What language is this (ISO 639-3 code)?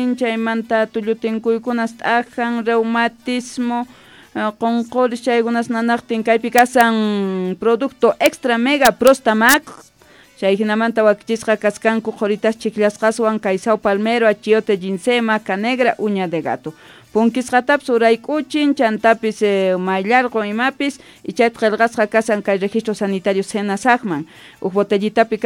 quh